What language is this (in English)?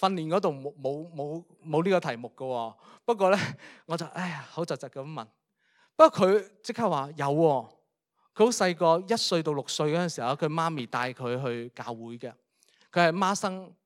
Cantonese